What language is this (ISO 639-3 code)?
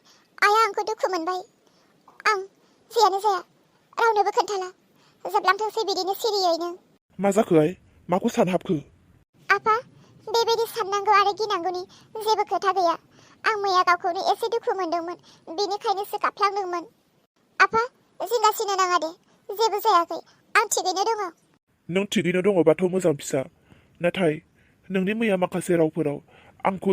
brx